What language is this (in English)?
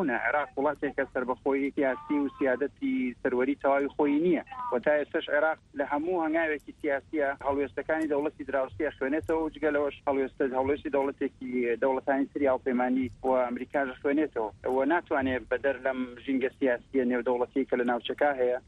Central Kurdish